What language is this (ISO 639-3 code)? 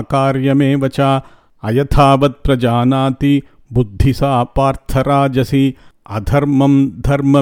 san